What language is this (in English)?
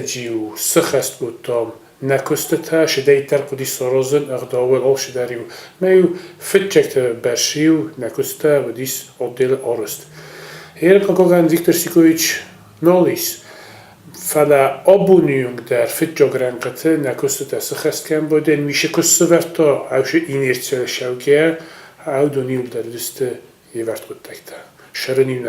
Ossetic